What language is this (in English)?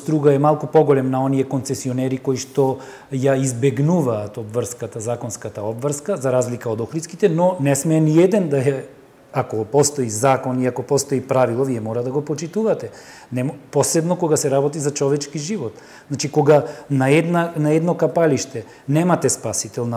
Macedonian